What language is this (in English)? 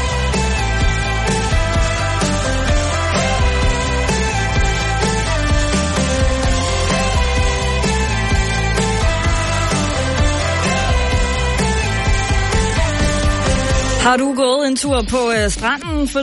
Danish